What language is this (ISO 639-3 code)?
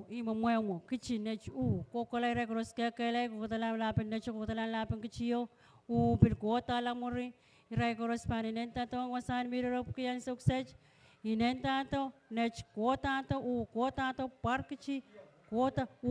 pon